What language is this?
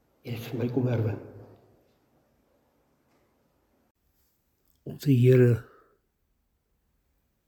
Afrikaans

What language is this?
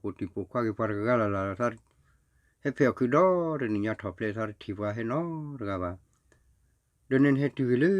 S'gaw Karen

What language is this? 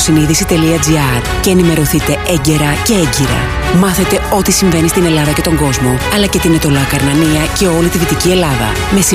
Greek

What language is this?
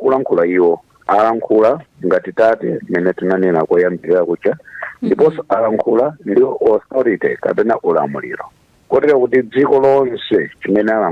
Nyanja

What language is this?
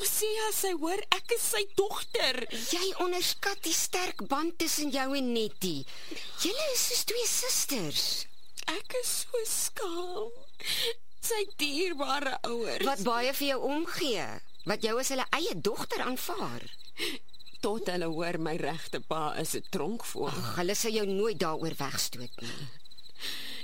Afrikaans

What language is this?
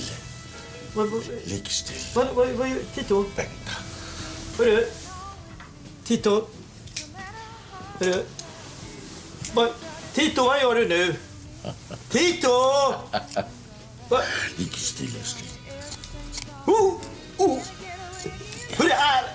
Swedish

